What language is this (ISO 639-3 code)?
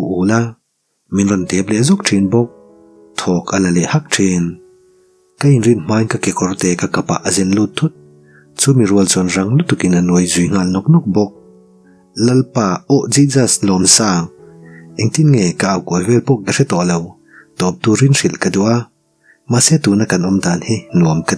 lus